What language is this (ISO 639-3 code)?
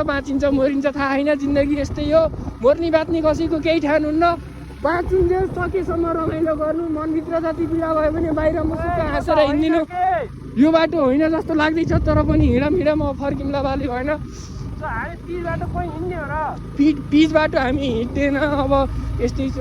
nep